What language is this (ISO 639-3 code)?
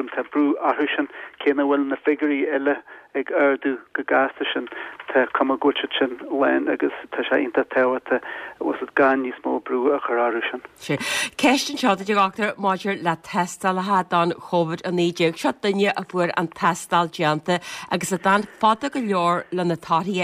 gle